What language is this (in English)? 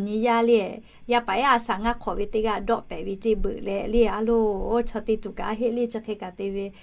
Lahu